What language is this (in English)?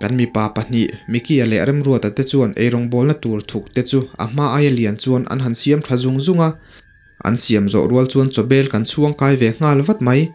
Mizo